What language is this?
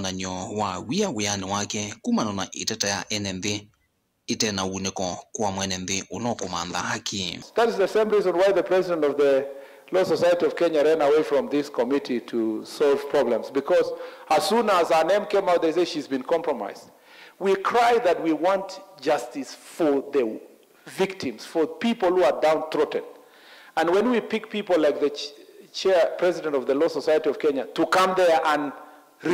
Kamba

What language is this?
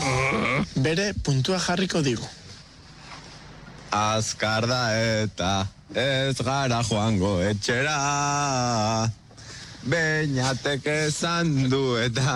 Basque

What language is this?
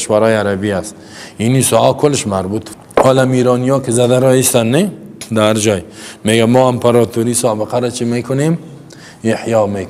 Persian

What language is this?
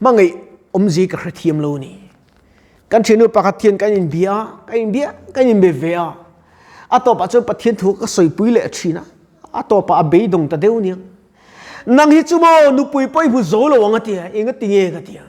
Mizo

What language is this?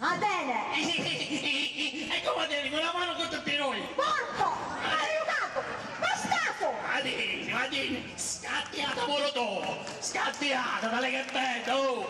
Sicilian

